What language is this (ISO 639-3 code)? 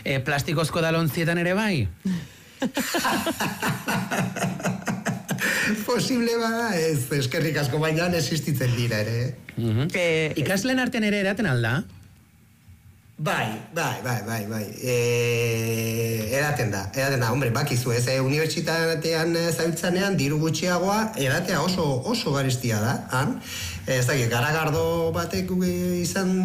eus